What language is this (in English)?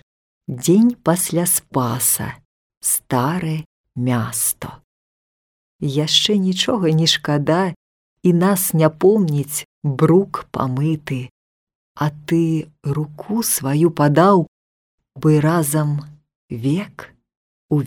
Belarusian